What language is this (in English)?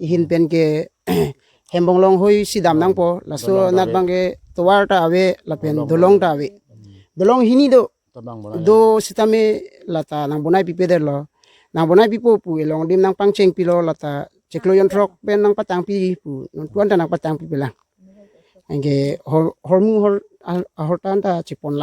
Karbi